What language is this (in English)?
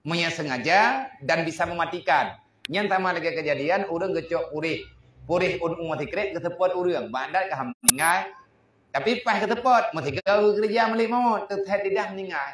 Achinese